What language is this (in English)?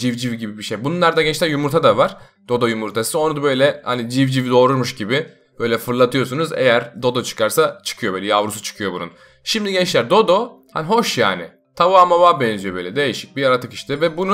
Turkish